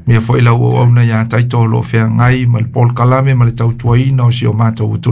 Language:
Samoan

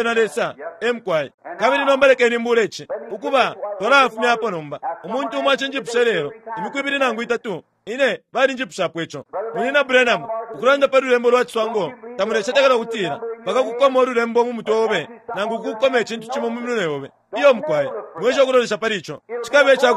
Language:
Bemba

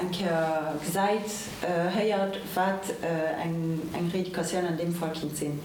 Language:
Luxembourgish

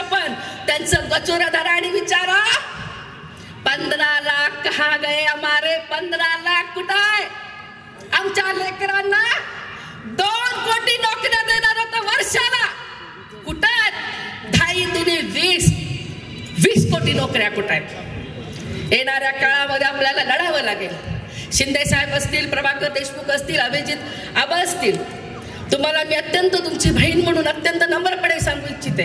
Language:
Marathi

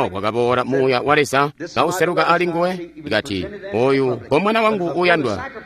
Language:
Tonga (Zambia)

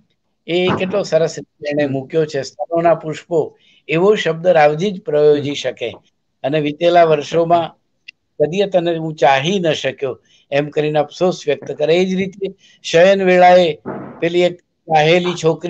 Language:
Gujarati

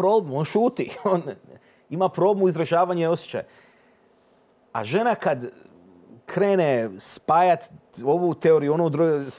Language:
Croatian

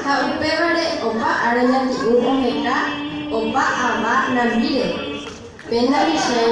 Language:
Guarani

